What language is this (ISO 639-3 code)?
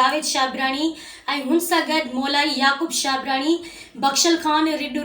snd